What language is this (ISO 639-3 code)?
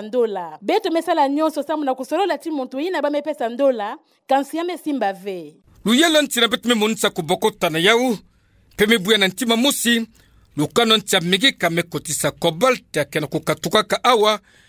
ktu